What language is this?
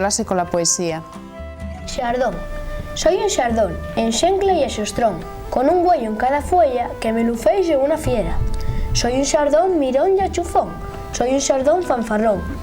Asturian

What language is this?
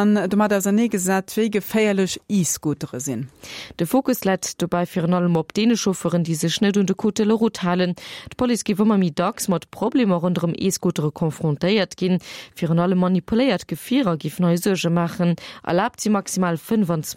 Luxembourgish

